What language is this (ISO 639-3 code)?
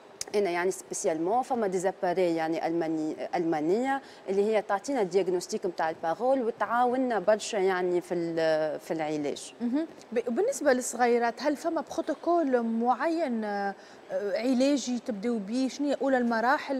aeb